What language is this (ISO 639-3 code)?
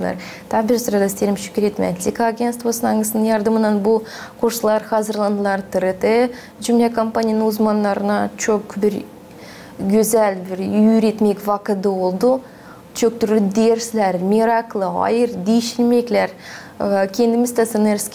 gag